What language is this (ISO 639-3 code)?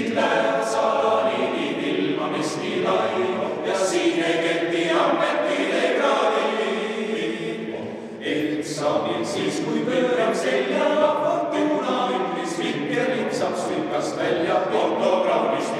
est